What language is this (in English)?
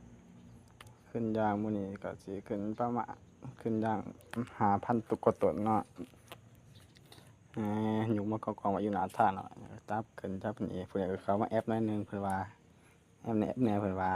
Lao